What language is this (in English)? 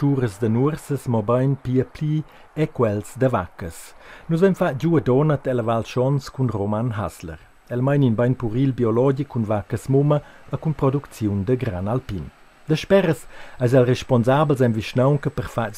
Romansh